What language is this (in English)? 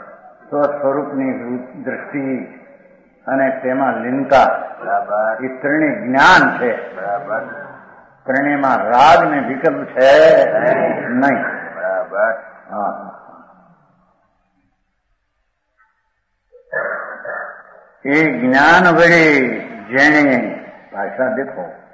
Gujarati